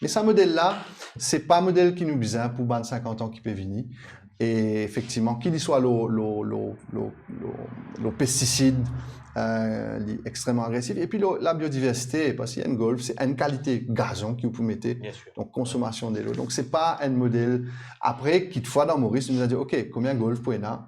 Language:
Morisyen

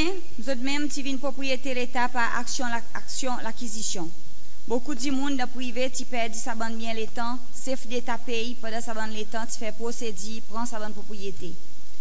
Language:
Seselwa Creole French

